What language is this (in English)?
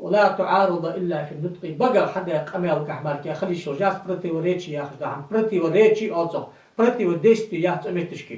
Ingush